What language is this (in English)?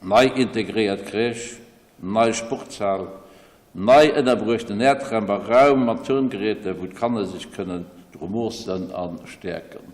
Luxembourgish